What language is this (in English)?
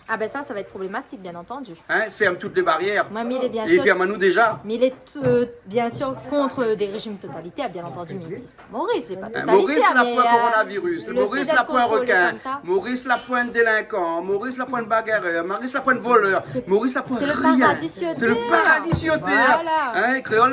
Réunion Creole French